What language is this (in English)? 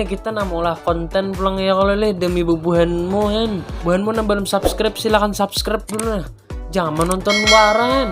Banjar